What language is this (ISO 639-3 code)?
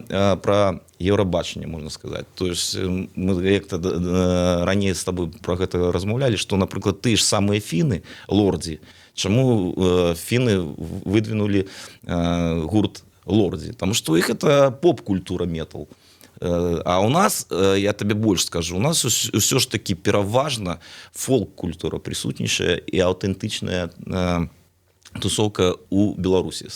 bel